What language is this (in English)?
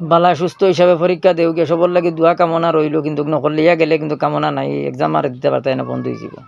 Sylheti